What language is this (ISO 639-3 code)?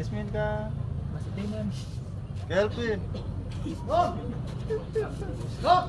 abs